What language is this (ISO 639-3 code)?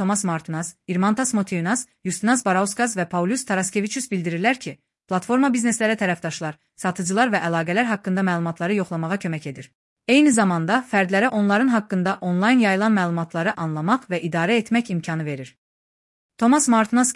aze